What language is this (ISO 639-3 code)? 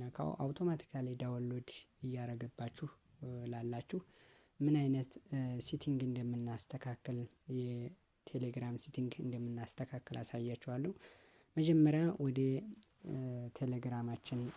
amh